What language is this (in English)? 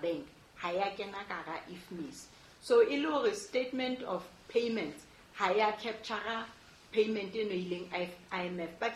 Southern Sotho